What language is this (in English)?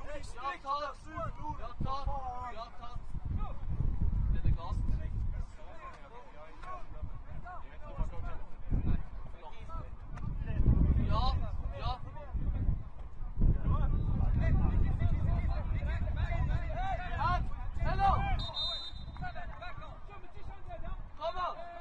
Swedish